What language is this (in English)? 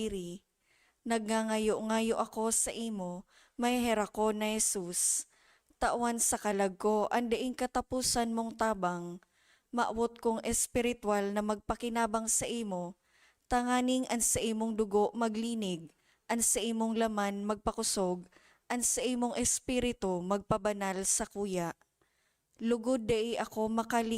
Bikol